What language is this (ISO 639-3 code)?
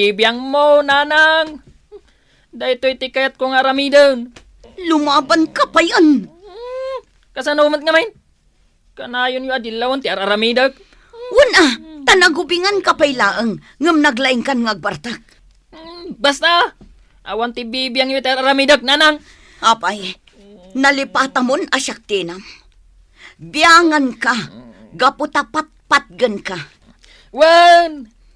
ilo